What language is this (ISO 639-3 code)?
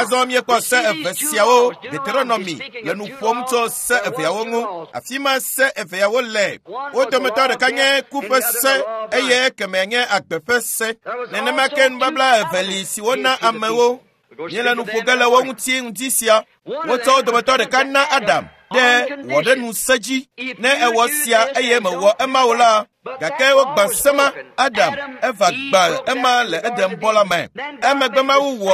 ewe